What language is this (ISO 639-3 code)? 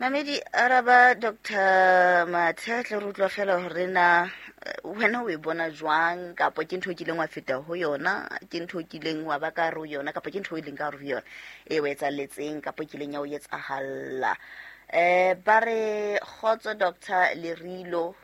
sot